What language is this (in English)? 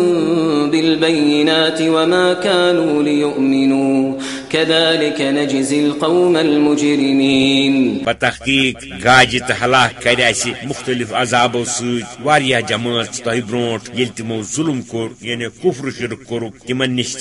Kashmiri